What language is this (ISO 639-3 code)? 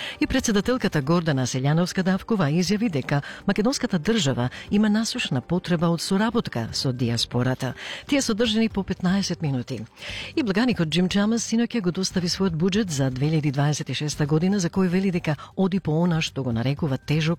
mkd